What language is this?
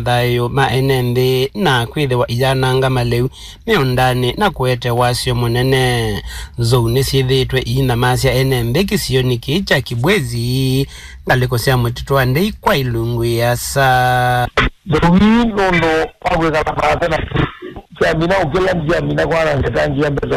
Kamba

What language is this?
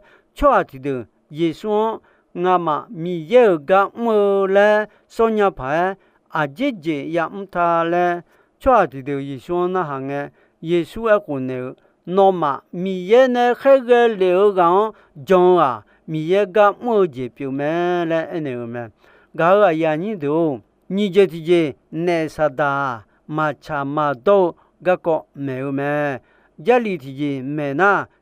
Akha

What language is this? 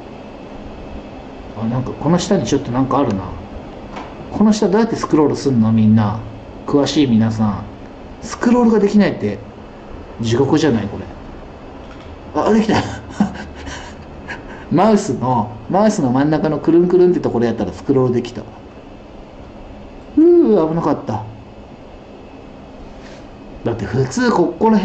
Japanese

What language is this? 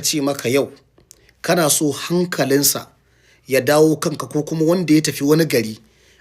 Hausa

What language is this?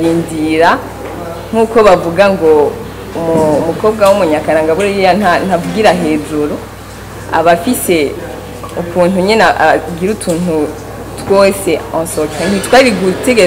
Rundi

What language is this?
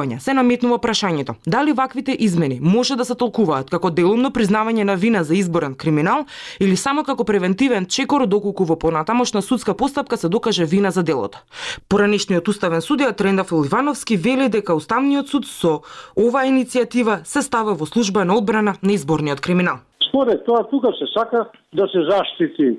Macedonian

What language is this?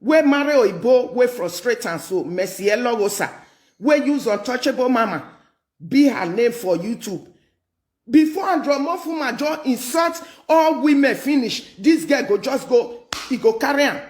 Nigerian Pidgin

